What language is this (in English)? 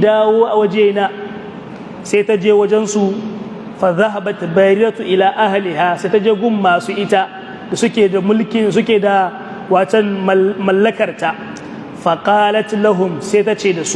Hausa